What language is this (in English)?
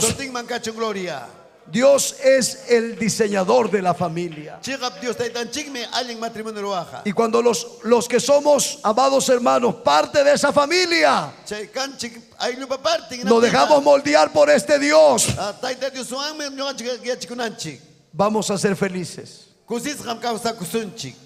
Ayacucho Quechua